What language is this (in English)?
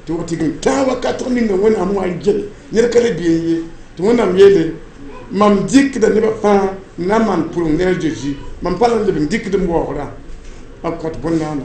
Mossi